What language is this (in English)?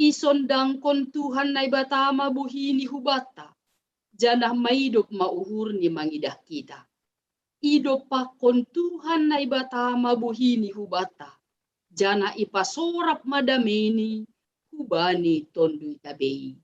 Batak Simalungun